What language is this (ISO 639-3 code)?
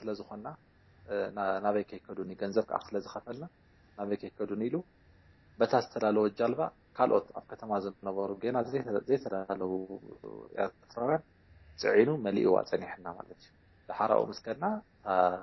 tir